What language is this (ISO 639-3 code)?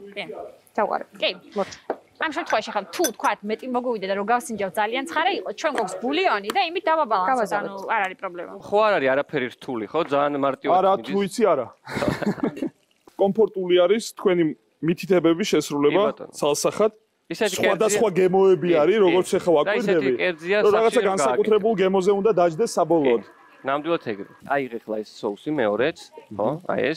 kat